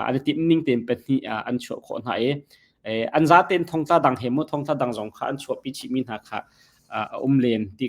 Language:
Hakha Chin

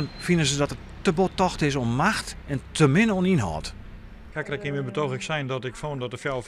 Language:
Western Frisian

